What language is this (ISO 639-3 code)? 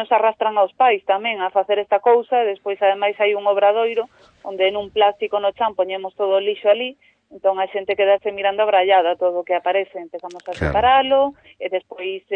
glg